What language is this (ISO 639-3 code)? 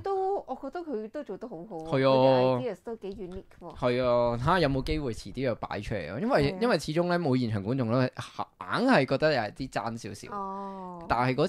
yue